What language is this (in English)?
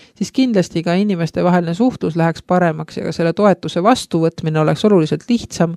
Estonian